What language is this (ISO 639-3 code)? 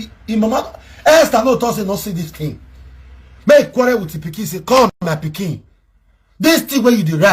pcm